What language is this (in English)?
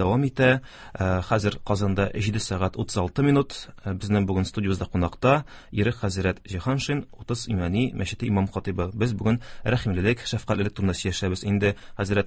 Tatar